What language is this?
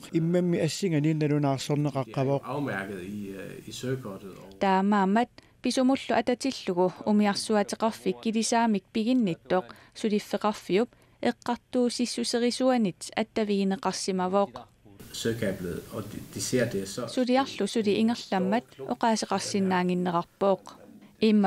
Kalaallisut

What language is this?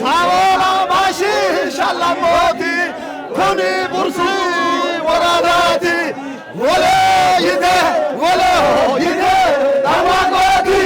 Sidamo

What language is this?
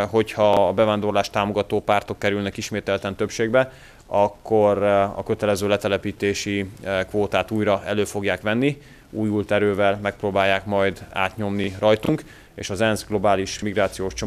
Hungarian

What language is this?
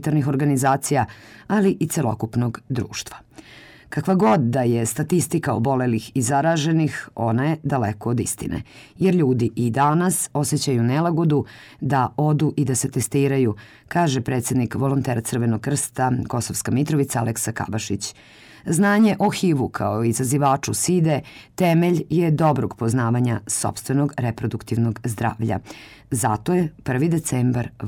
Serbian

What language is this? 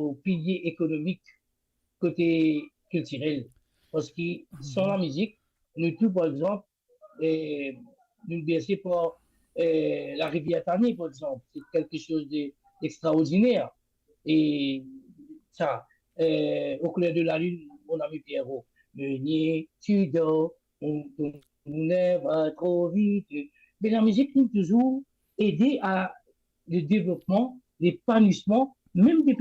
Morisyen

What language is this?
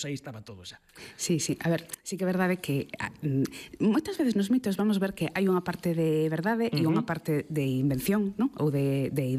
Galician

